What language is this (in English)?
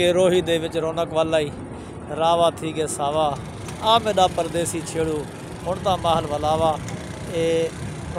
Saraiki